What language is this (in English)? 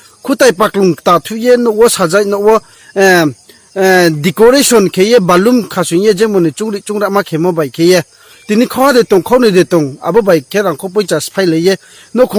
Riang (India)